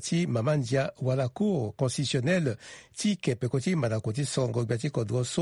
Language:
Sango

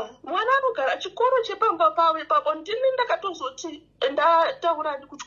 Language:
Shona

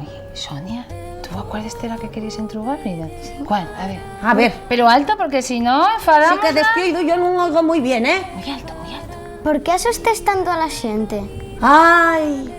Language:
Asturian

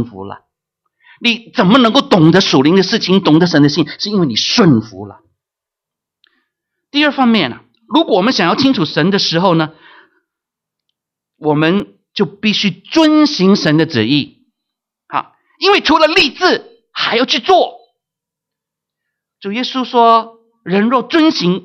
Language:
Chinese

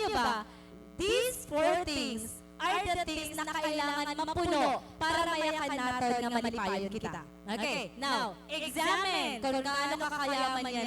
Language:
Waray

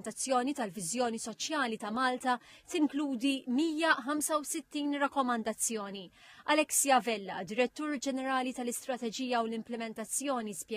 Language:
Maltese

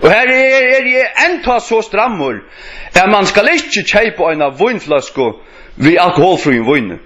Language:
Faroese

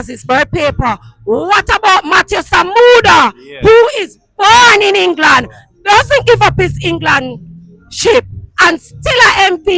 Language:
Jamaican Creole English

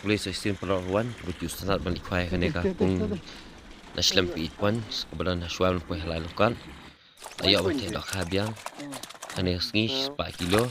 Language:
Khasi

